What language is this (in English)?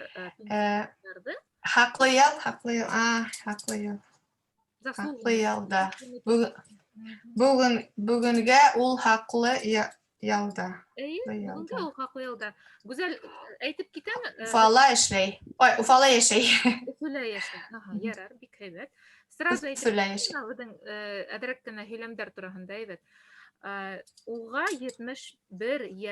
Bashkir